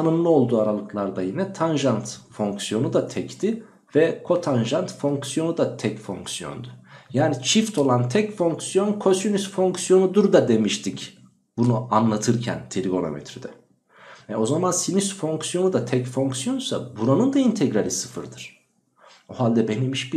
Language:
Turkish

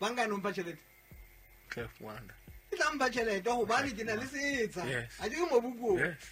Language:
Southern Sotho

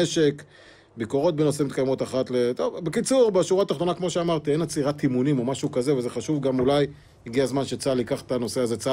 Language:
Hebrew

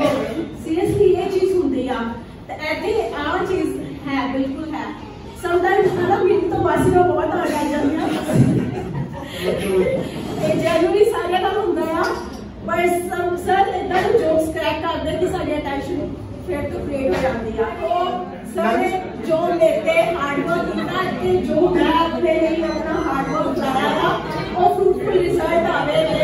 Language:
Punjabi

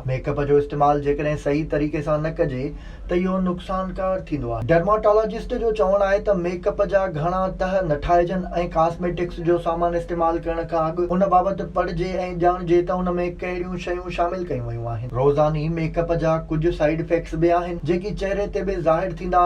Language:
Sindhi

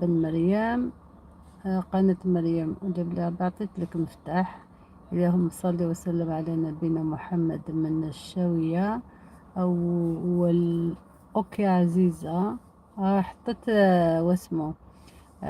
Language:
Algerian Arabic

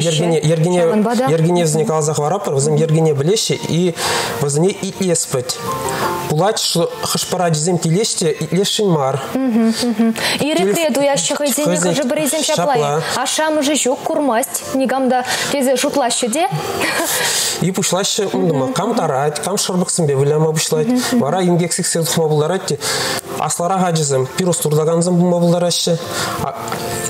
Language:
Chuvash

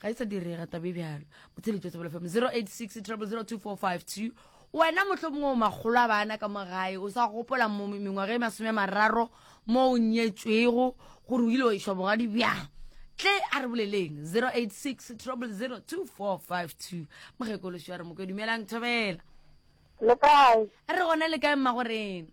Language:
Northern Sotho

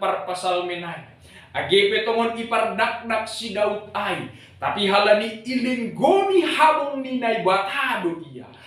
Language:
Batak Simalungun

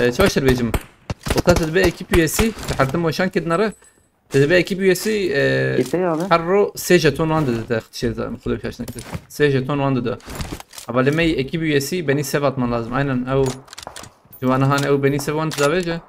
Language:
Kurdish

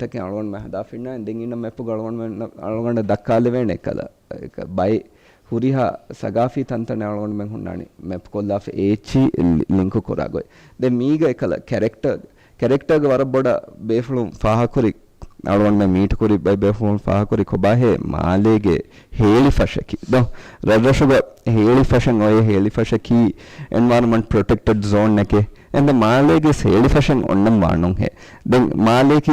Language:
Divehi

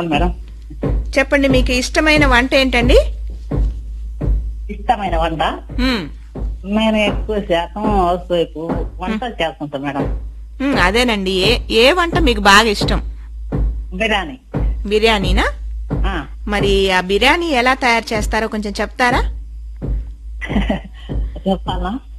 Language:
Telugu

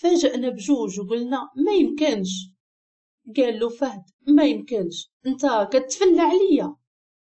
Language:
Moroccan Arabic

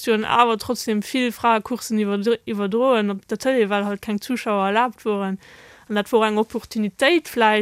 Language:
Luxembourgish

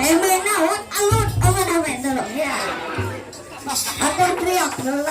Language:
Ma'anyan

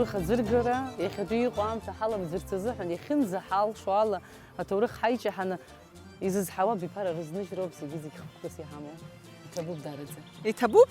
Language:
Abkhazian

